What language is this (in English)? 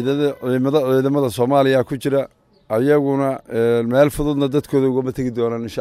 Somali